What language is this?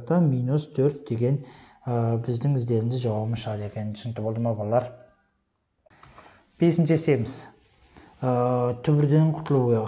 Kazakh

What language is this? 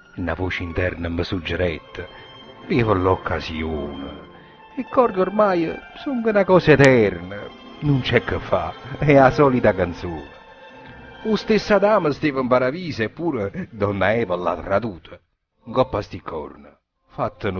Neapolitan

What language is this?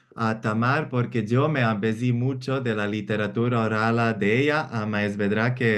Ladino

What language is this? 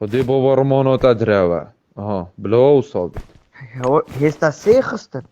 Kurdish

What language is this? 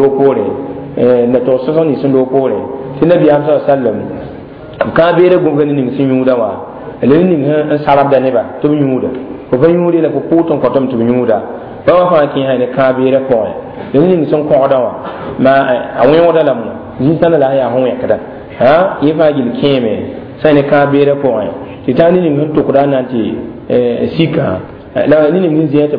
Mossi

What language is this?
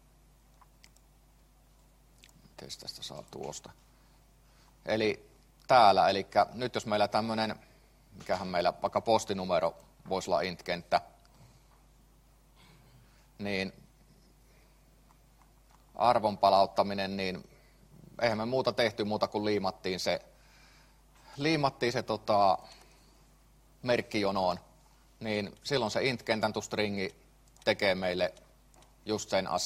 Finnish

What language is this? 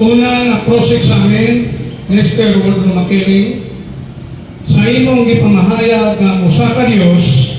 Cebuano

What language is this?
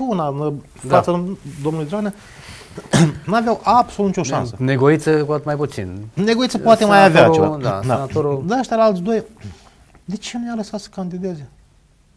Romanian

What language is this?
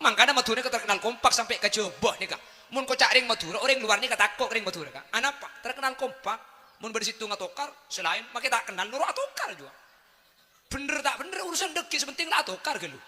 Madurese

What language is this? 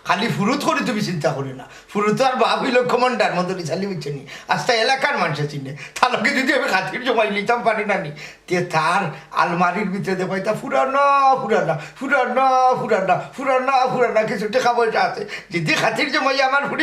Sylheti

